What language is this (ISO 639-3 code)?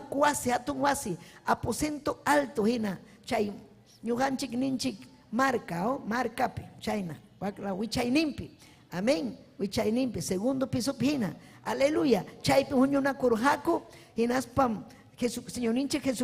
quy